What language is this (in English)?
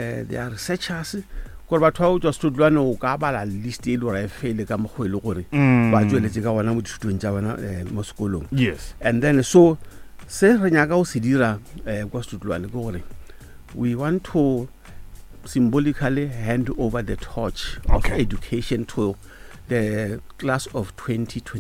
Northern Sotho